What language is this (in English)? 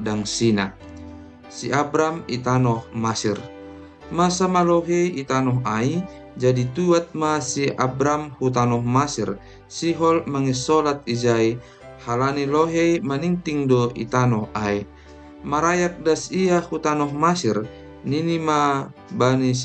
Batak Simalungun